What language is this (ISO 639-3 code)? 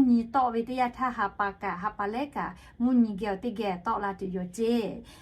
lhu